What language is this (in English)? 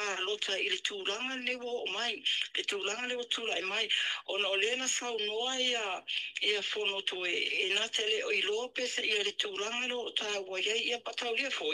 Samoan